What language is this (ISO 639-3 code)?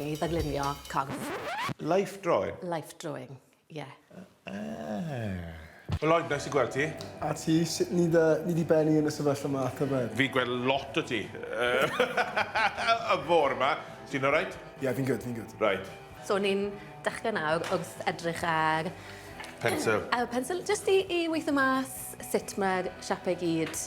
cym